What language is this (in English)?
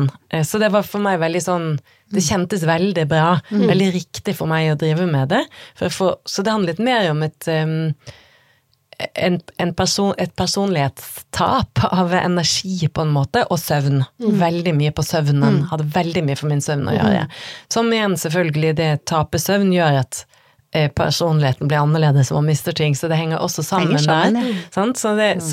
Norwegian